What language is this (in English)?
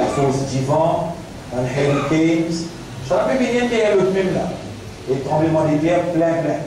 Morisyen